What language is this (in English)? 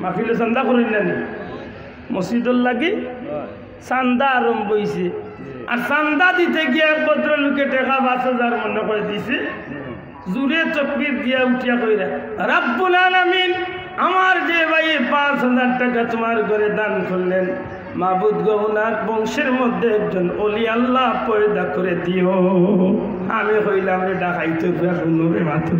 Sylheti